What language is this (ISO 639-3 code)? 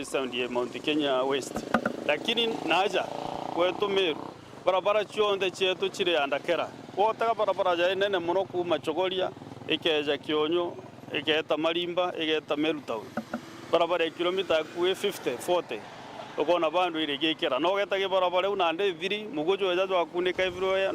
mer